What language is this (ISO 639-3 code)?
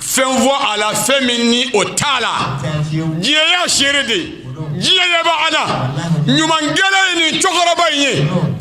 bam